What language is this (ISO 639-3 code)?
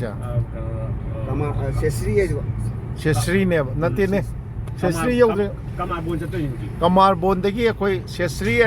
mni